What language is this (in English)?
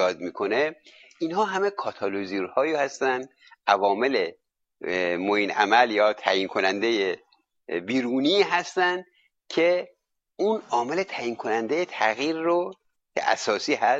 Persian